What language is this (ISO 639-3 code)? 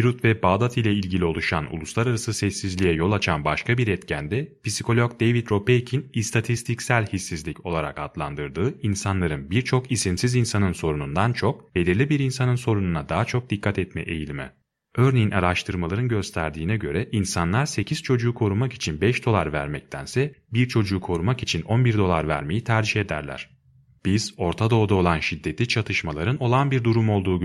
tur